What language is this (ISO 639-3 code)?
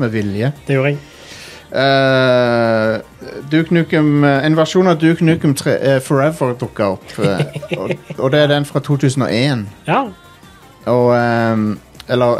nor